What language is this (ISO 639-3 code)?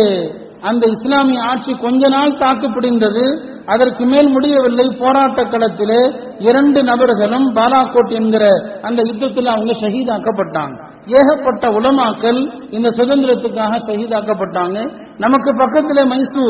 tam